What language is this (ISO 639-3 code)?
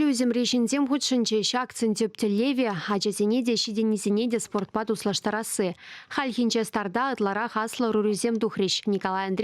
chv